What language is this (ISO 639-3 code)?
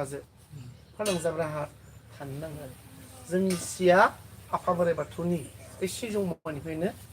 brx